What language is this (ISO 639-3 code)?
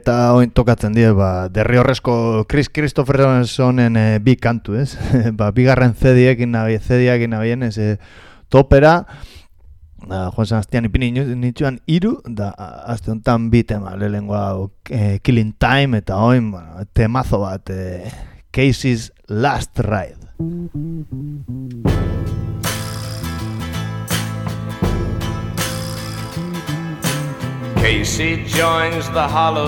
eus